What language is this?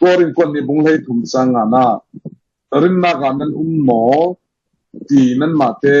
Falam Chin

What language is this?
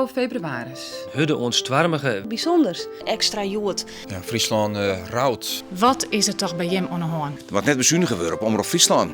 Western Frisian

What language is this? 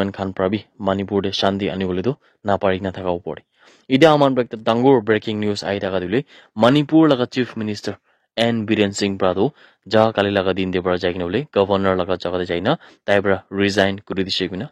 Naga Pidgin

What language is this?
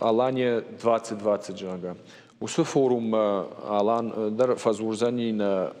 Ossetic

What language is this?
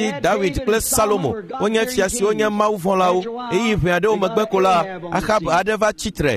Ewe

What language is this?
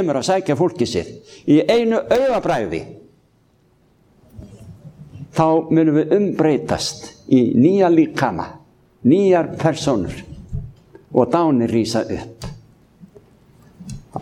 Icelandic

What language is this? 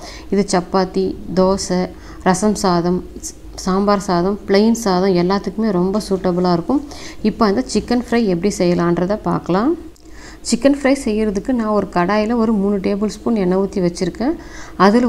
Tamil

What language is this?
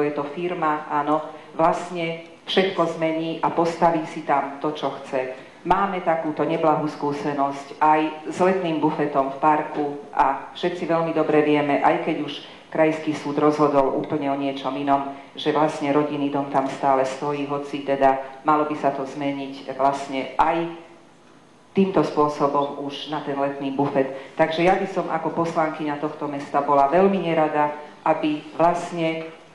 Slovak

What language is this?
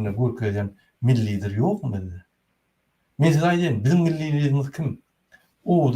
Turkmen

